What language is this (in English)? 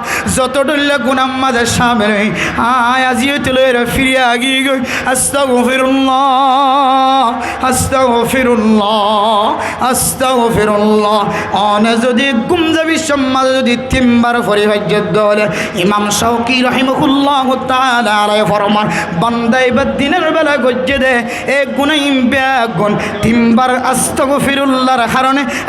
Rohingya